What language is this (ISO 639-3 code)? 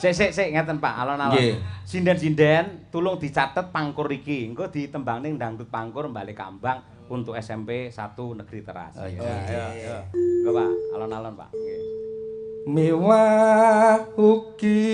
jav